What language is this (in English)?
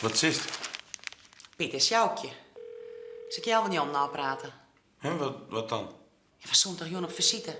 Western Frisian